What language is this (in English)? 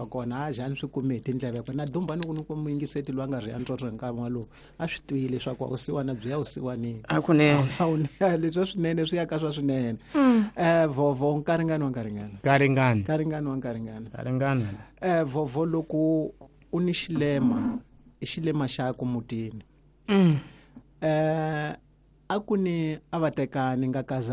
Tsonga